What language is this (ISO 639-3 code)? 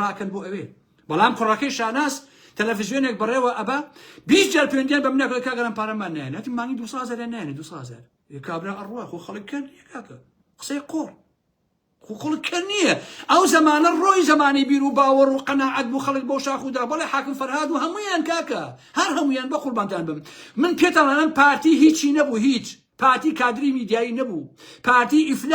ckb